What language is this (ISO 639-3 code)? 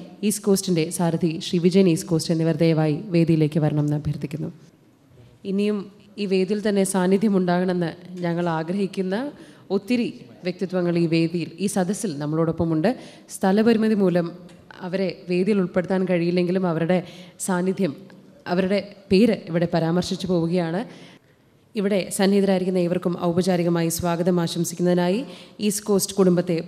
mal